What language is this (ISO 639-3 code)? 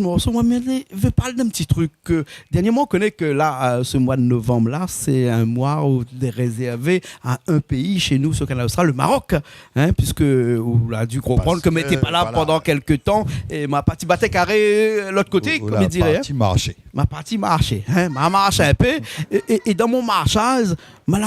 rcf